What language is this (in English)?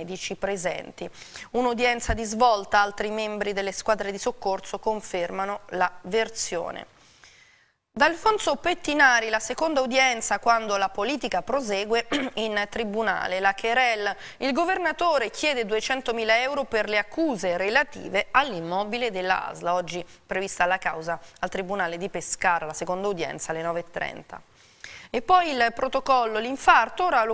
Italian